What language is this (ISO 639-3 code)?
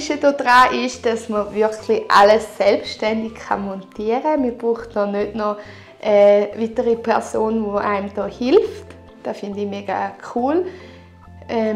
gsw